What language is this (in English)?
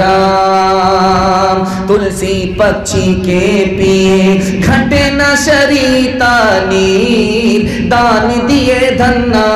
Urdu